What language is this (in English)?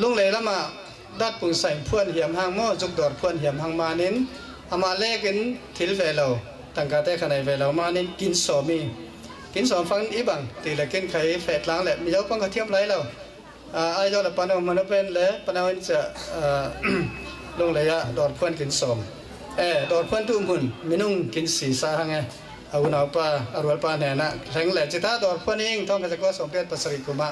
Falam Chin